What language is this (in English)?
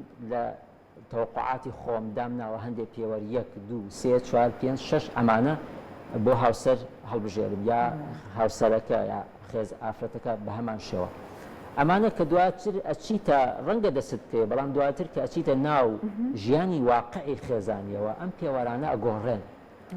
Central Kurdish